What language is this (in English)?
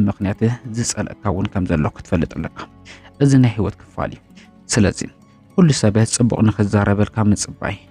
Tigrinya